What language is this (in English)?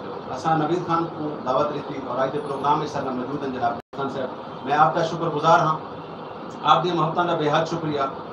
Saraiki